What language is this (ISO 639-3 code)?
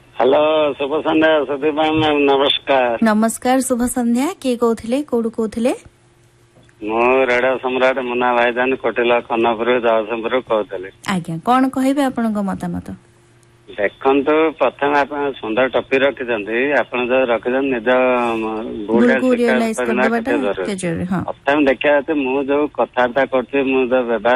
ori